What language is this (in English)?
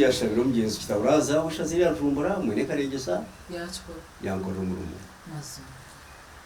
Nyankole